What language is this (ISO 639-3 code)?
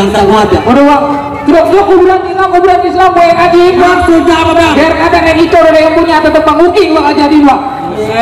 bew